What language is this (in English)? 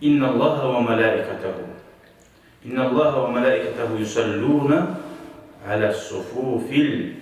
Kumyk